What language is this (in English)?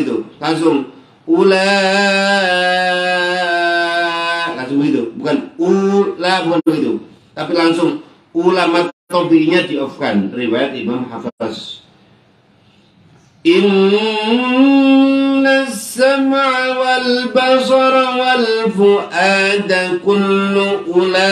Indonesian